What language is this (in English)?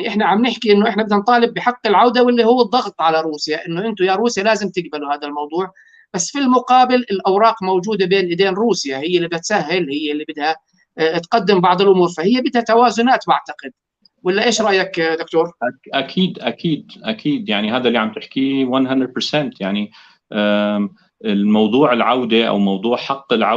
North Levantine Arabic